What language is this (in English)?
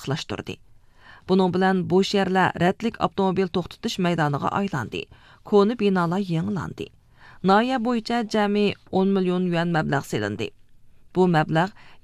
Uyghur